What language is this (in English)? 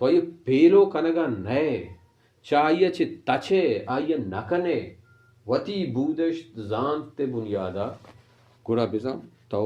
Baluchi